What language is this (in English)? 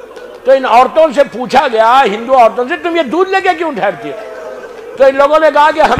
Urdu